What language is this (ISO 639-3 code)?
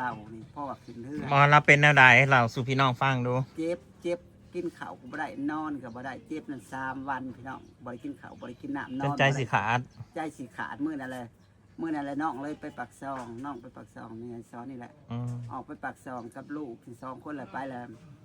tts